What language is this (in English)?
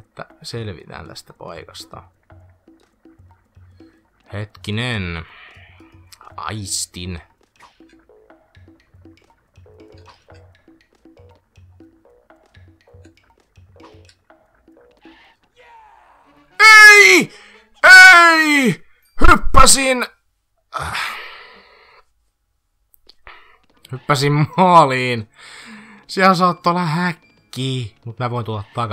Finnish